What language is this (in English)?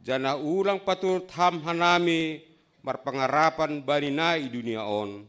Batak Simalungun